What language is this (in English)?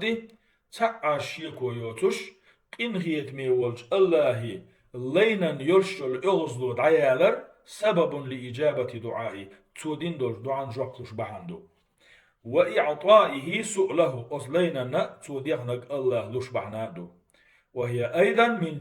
Chechen